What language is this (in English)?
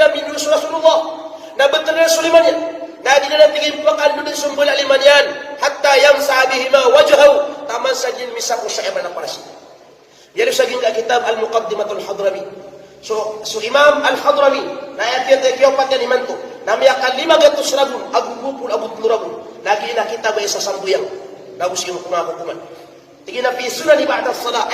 Maranao